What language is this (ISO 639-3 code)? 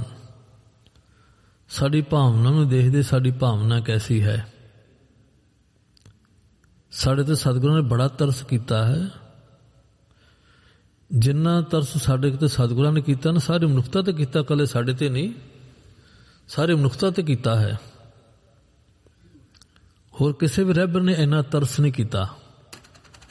pan